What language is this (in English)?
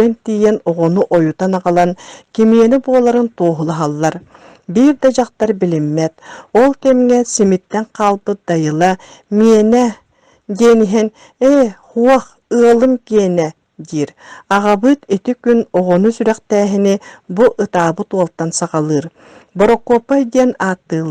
Yakut